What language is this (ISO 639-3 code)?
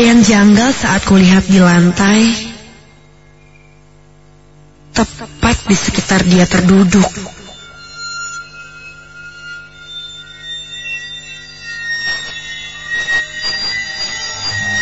ind